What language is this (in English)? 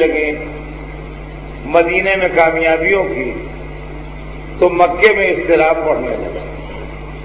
Urdu